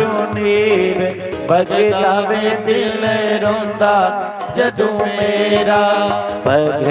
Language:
Dogri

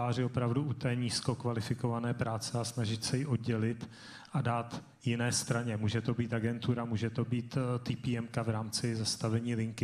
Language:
Czech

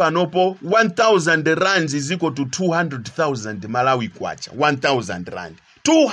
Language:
Nyanja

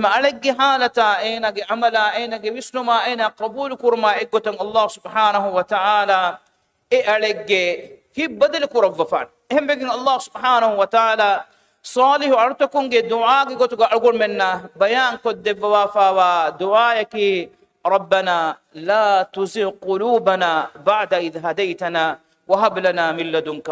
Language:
Divehi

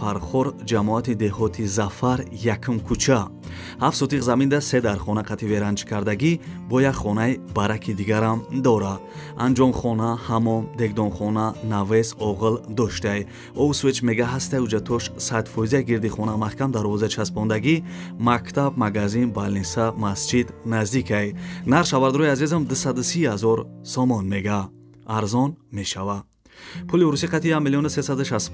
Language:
Tajik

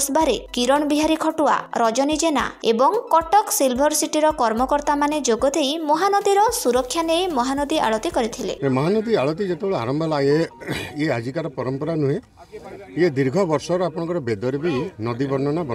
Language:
Odia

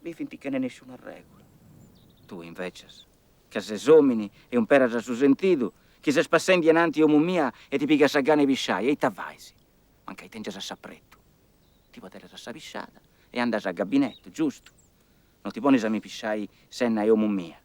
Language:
Sardinian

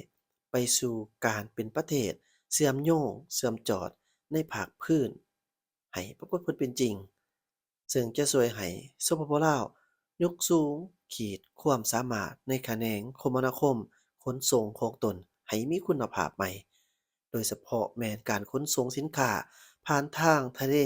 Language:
Lao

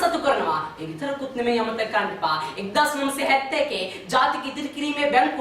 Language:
Sinhala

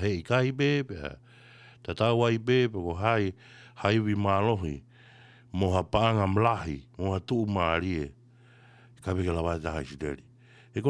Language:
Tongan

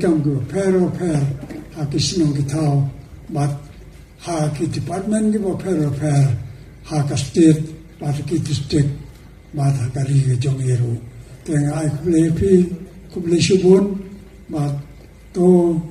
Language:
Khasi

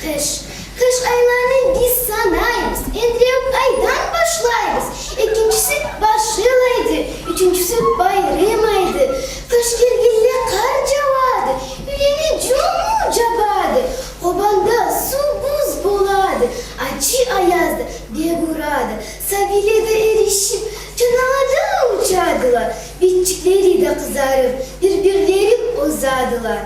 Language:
Karachay-Balkar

